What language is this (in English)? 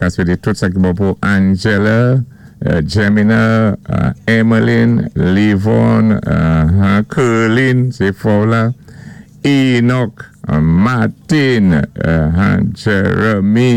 Saint Lucian Creole French